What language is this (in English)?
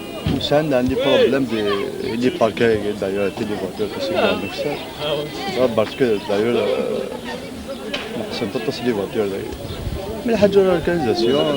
Kabyle